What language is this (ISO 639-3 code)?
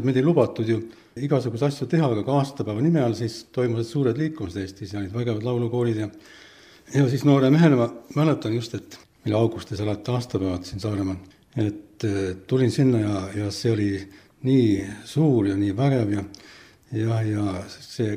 est